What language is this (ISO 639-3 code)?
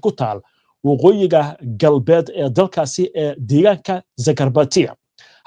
som